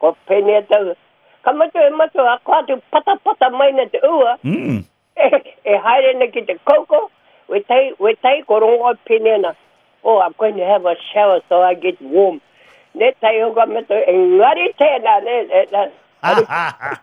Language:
Māori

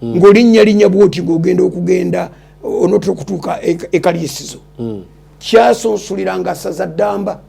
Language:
Ganda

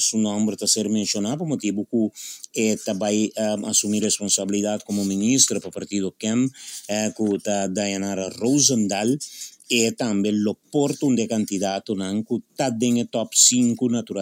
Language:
Papiamento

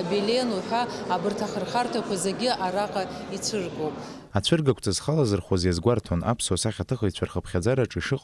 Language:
Abkhazian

